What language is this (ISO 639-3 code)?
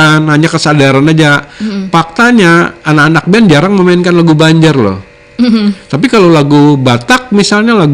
bjn